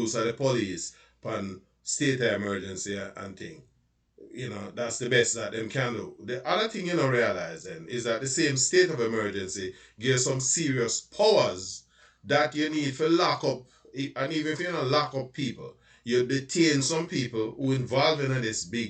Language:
Jamaican Creole English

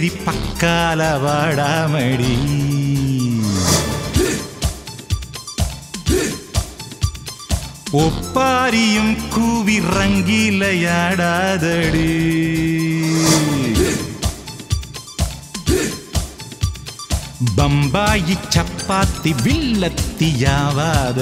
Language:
Malayalam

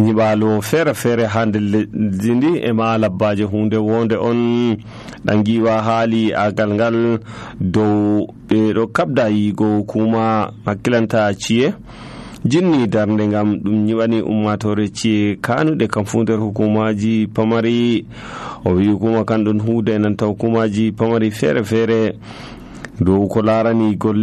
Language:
Nigerian Fulfulde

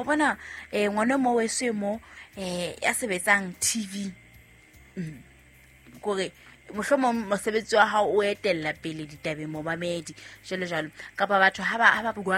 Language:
Southern Sotho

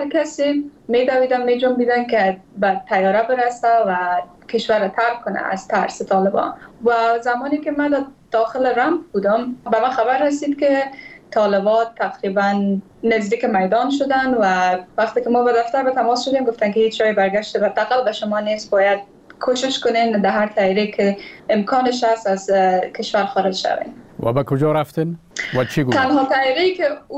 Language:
Persian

